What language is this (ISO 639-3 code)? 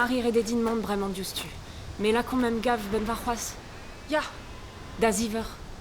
bre